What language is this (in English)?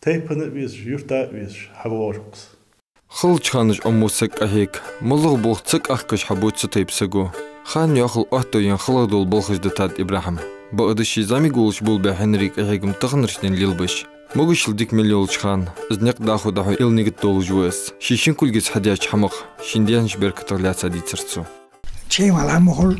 Ingush